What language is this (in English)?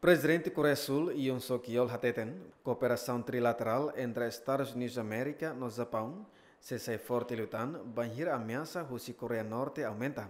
Tetum